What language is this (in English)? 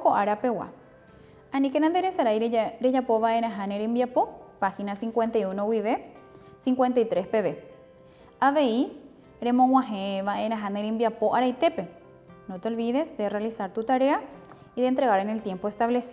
Guarani